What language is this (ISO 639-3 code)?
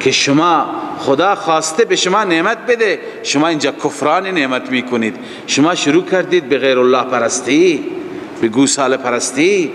fas